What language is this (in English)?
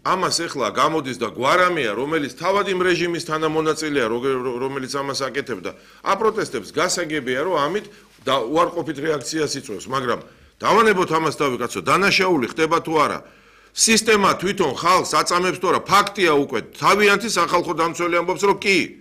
Georgian